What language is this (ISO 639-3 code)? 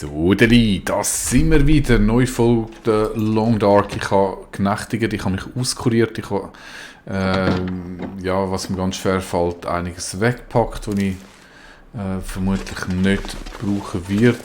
gsw